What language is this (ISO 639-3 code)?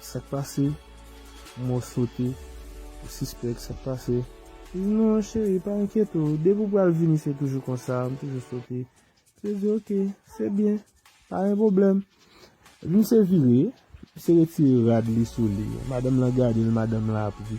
hat